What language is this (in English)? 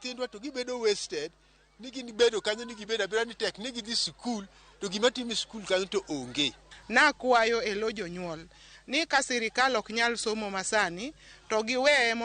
Luo (Kenya and Tanzania)